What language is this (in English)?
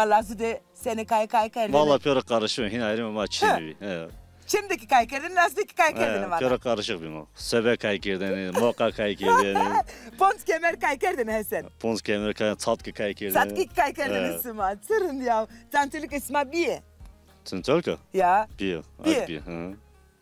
Zaza